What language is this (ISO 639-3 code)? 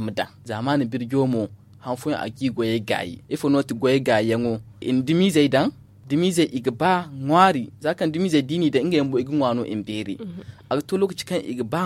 dje